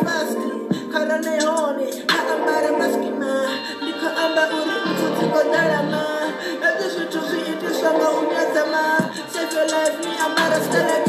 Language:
Venda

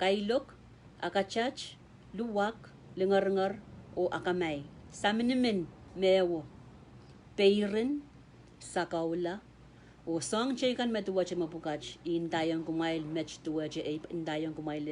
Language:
Pohnpeian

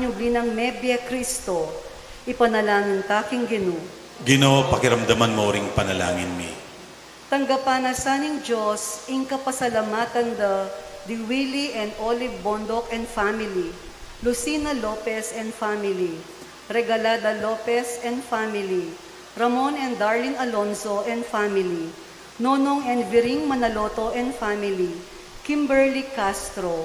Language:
Pampanga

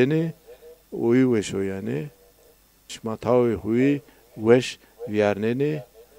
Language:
Zaza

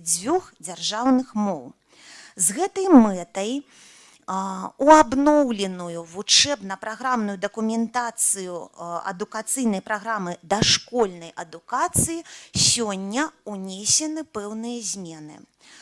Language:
Belarusian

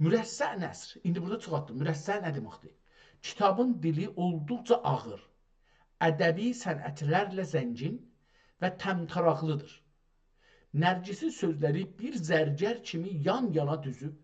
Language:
South Azerbaijani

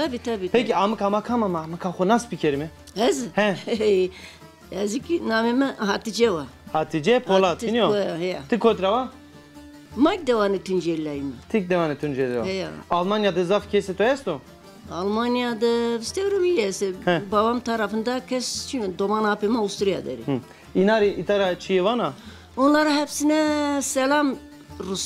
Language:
Zaza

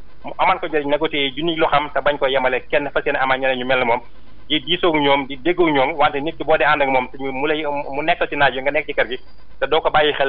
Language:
Wolof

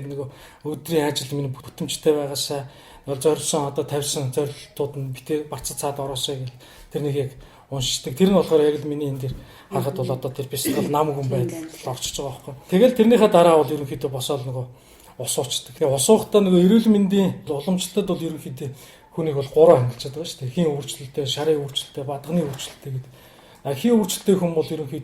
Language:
Mongolian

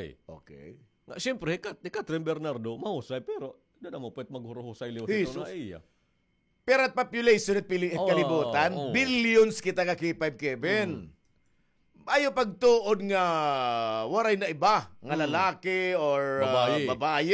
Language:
Waray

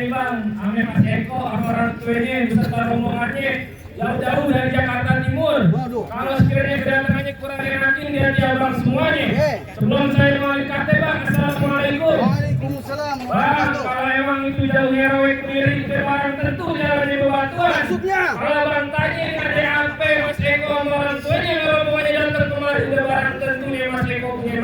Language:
Betawi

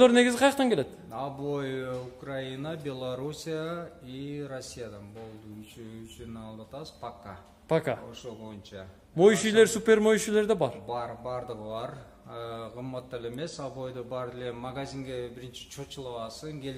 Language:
Kyrgyz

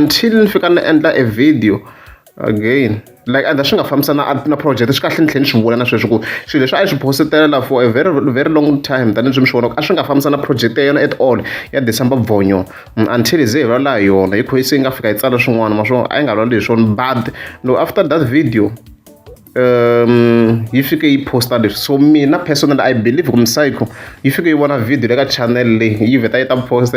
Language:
Tsonga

